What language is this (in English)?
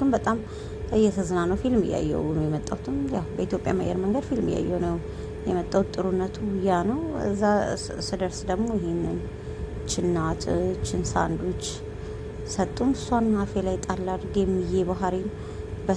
Amharic